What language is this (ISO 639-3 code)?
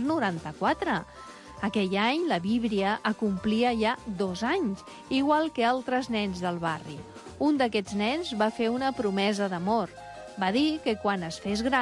cat